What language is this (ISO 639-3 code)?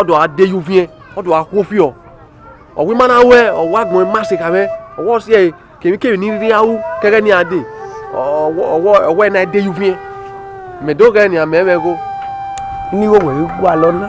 bin